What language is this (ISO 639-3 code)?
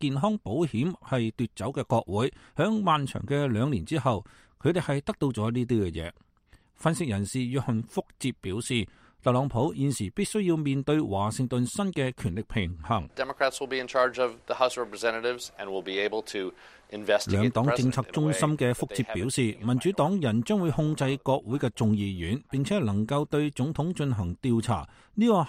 yue